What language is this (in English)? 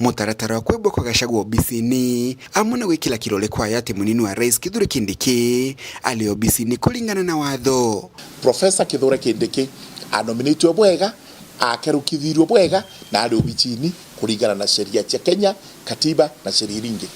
Meru